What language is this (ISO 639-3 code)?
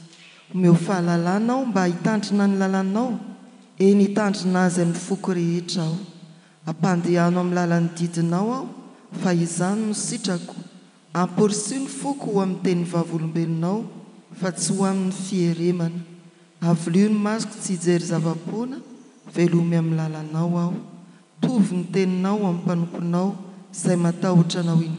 mlg